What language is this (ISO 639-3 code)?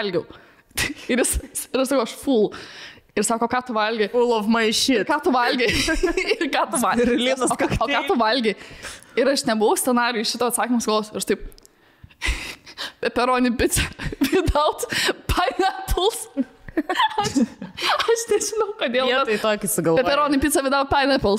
lit